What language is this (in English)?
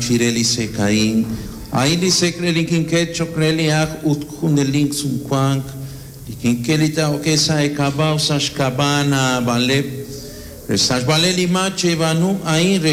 Kekchí